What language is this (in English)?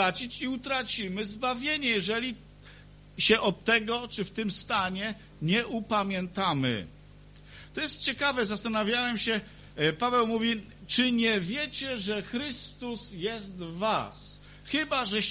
Polish